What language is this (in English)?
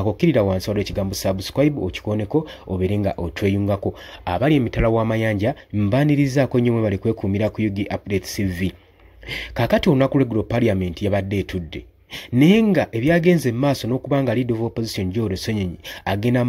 Ganda